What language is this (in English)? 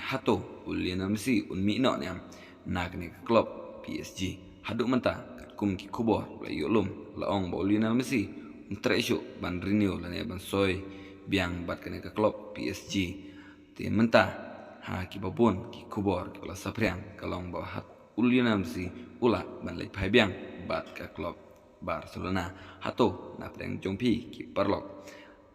Khasi